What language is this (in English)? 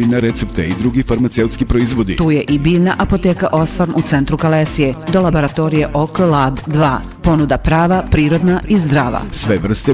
Bosnian